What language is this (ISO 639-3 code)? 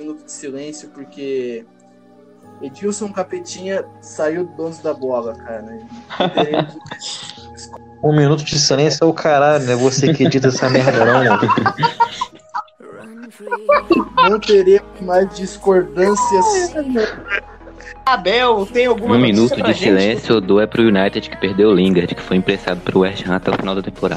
por